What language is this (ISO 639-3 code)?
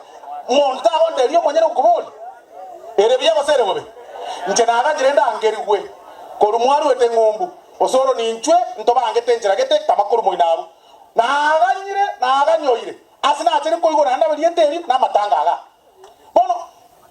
guz